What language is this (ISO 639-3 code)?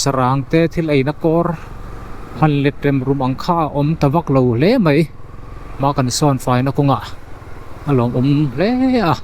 lus